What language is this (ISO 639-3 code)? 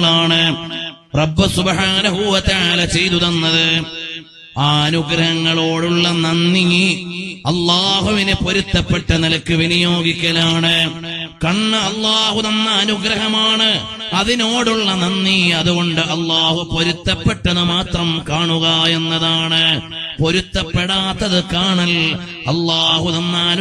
mal